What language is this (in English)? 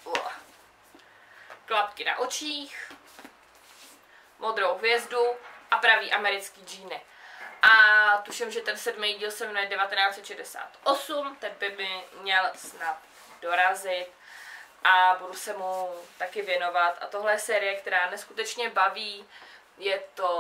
Czech